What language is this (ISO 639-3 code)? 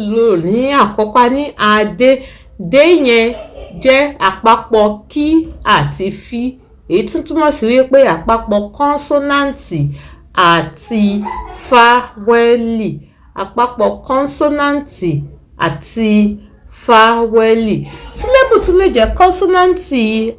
yor